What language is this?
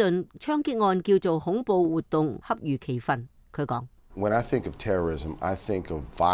Cantonese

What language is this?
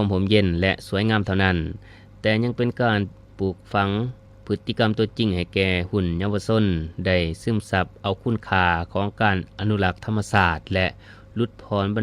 Lao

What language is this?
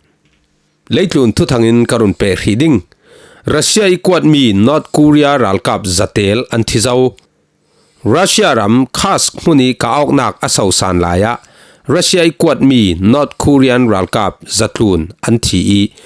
Falam Chin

